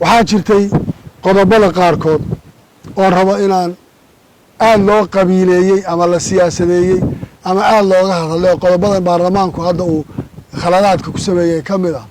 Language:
Somali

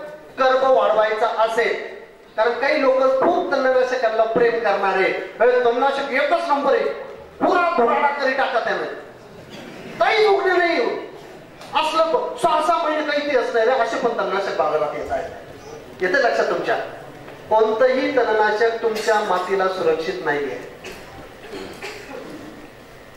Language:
Marathi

